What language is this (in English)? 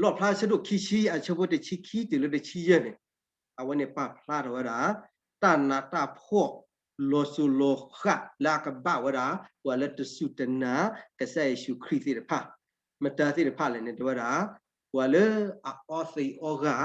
S'gaw Karen